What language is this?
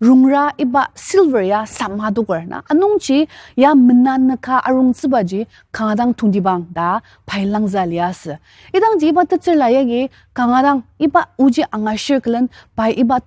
Ao Naga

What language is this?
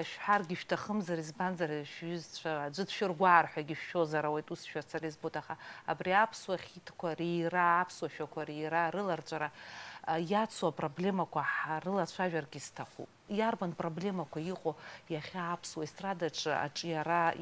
Abkhazian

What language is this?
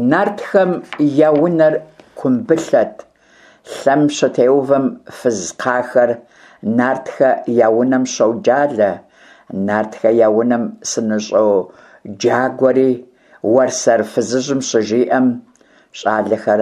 Kabardian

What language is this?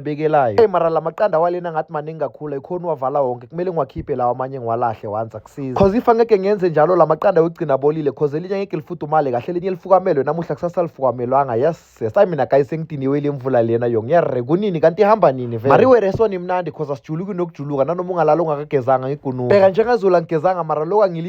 Zulu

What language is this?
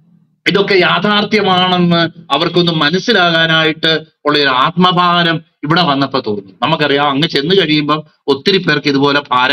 Malayalam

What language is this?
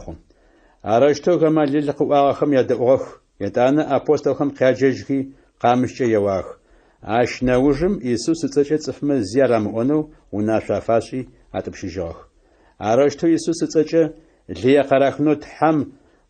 Adyghe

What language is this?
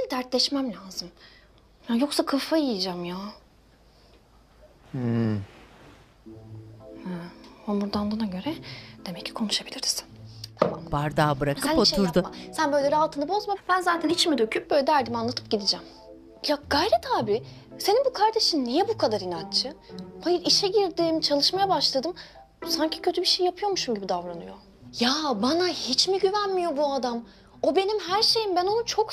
Turkish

